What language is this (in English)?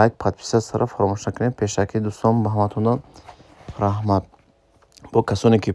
Tajik